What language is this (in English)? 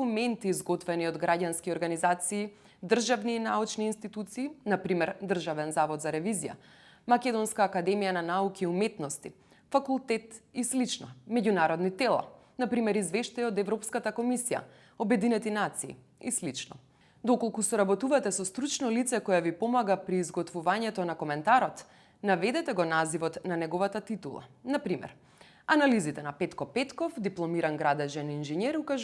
Macedonian